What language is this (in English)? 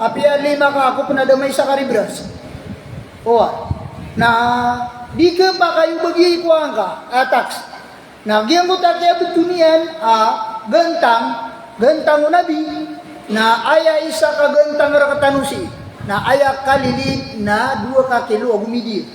Maranao